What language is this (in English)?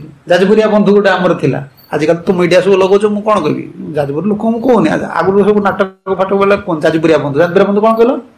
Odia